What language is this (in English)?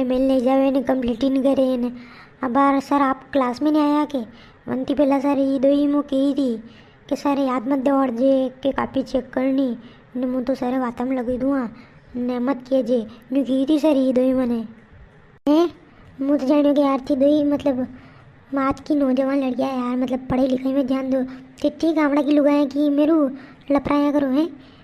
Rajasthani